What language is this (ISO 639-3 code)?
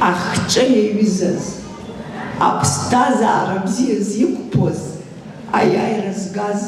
abk